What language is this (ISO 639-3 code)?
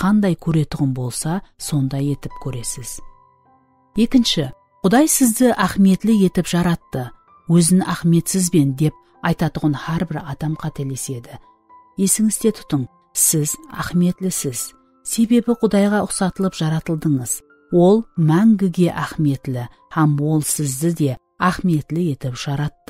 kaa